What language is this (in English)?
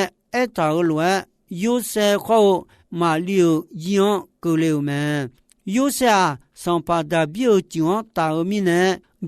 Akha